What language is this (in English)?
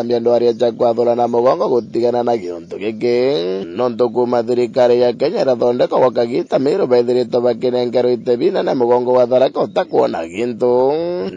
Meru